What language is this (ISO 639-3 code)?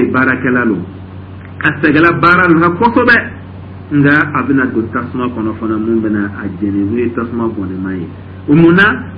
dyu